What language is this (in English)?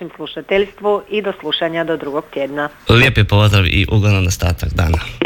Croatian